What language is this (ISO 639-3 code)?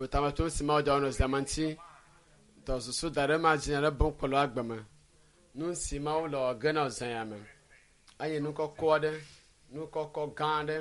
ewe